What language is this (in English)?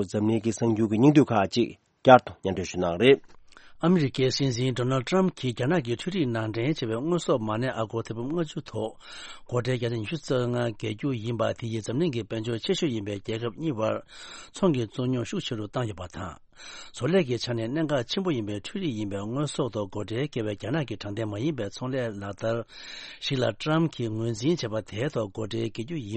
Tibetan